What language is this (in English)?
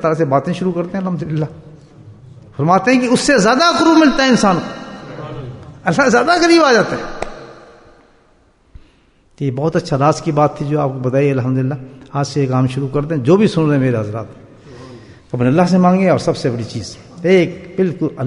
Urdu